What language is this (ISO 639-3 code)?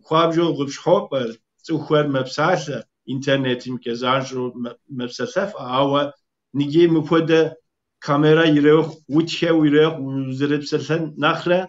kbd